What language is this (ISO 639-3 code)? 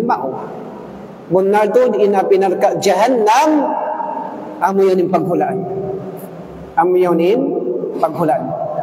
tsg